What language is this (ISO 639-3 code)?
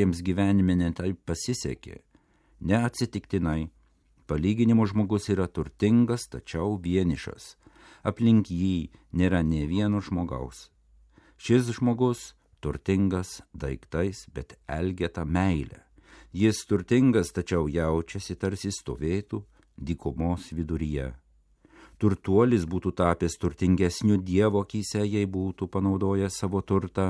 lit